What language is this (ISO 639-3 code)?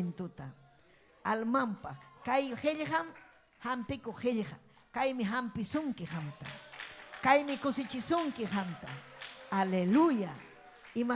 quy